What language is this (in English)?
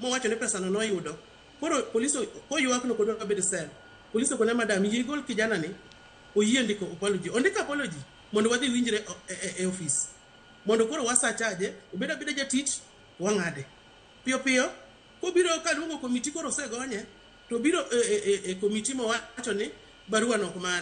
Luo (Kenya and Tanzania)